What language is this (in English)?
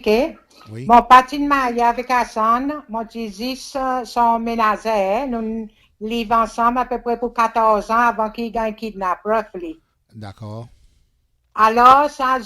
Seselwa Creole French